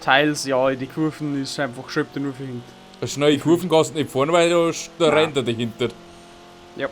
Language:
Bavarian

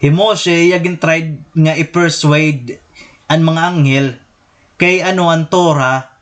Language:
Waray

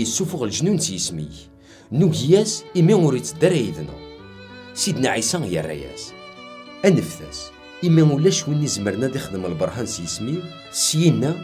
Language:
Kabyle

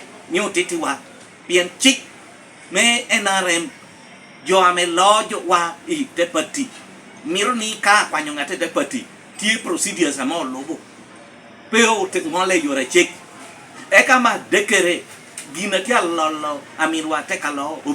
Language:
Lango (Uganda)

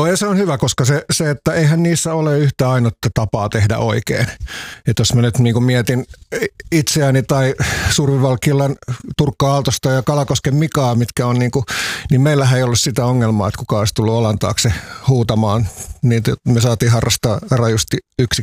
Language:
Finnish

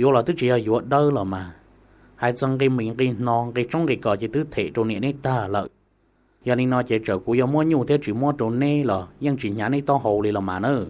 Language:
Hmong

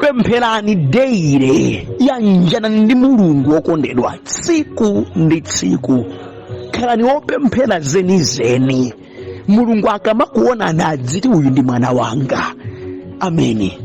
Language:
Nyanja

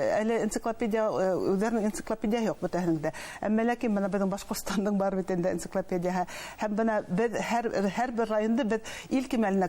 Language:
Bashkir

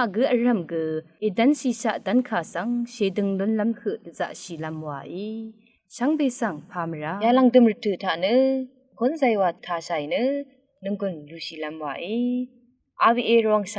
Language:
Rawang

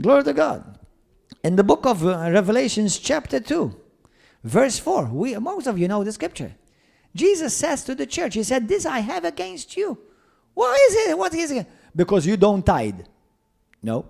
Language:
English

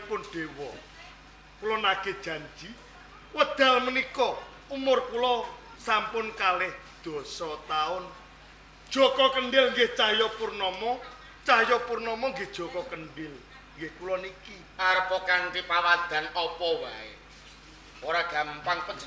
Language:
Javanese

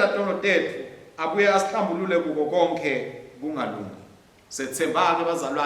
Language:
Swati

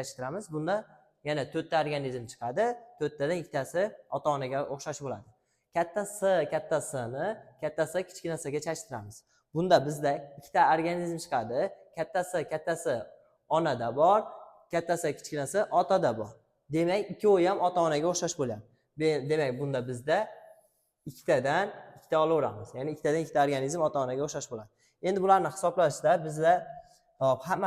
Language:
Uzbek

